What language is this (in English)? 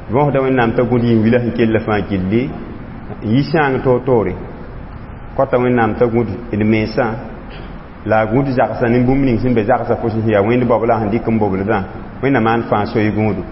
Mossi